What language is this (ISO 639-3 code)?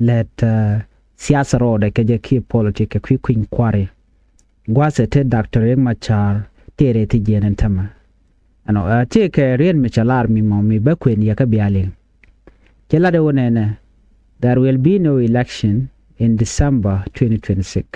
nus